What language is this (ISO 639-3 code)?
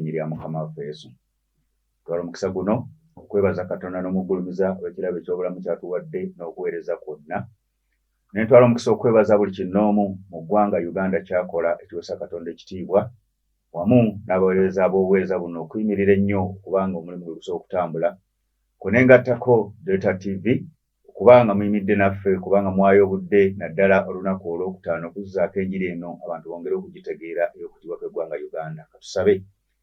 lug